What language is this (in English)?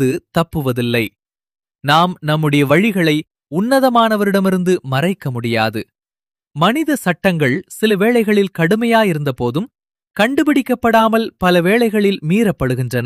Tamil